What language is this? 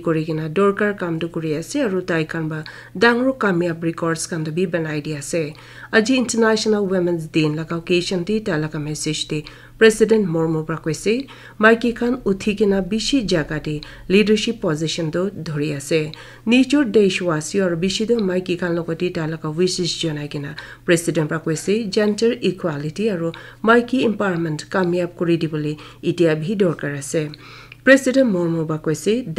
Naga Pidgin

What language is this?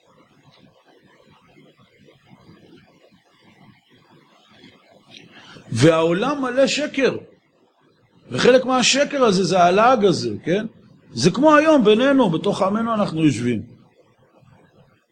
Hebrew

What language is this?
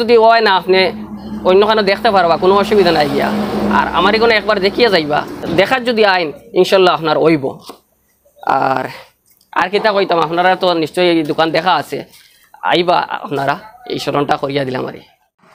Sylheti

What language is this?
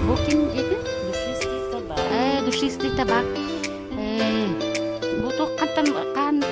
Yakut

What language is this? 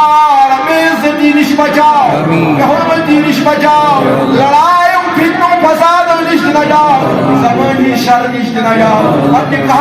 Kashmiri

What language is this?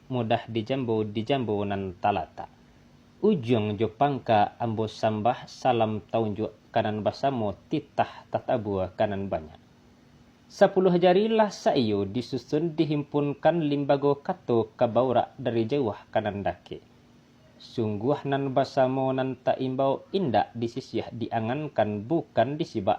Minangkabau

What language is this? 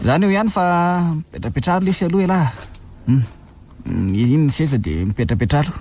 Malagasy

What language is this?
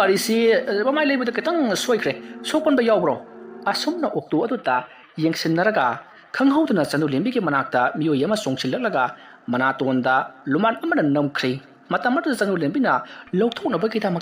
Manipuri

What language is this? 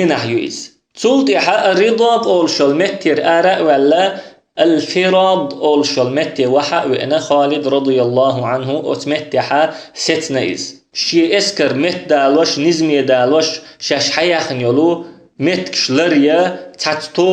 Chechen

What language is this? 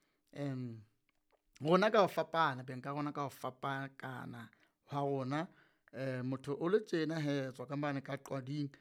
Southern Sotho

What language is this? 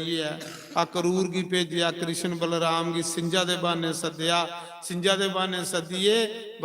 Dogri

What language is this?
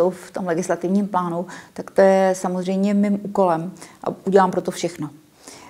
Czech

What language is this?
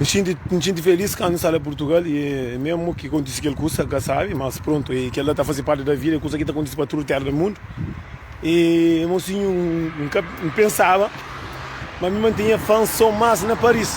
Kabuverdianu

